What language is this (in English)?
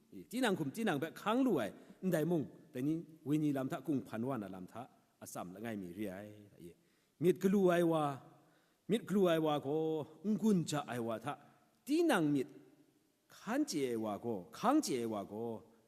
Kachin